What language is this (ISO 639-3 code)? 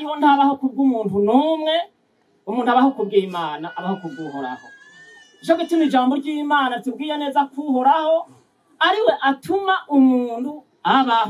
run